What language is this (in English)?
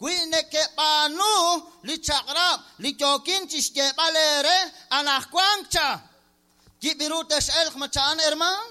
Kekchí